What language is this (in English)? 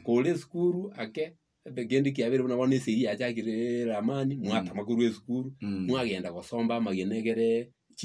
Gusii